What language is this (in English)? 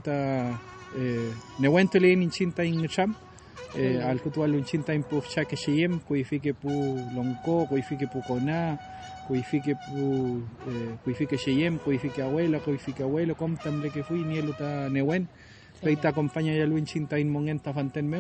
Mapuche